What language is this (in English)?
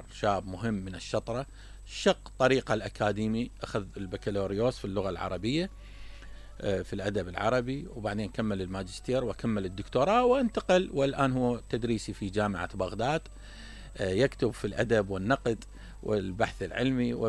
Mesopotamian Arabic